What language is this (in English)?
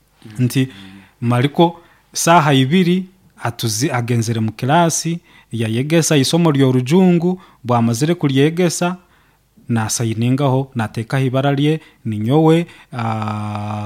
Nyoro